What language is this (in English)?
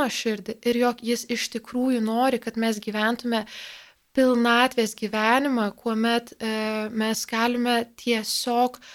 Lithuanian